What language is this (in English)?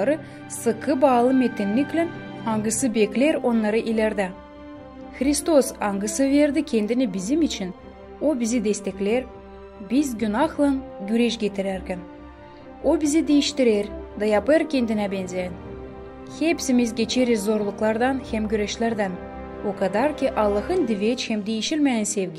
Gagauz